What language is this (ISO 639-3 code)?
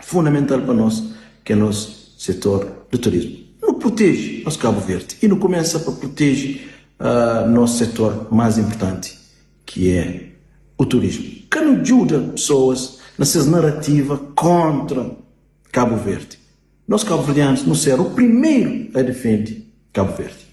kea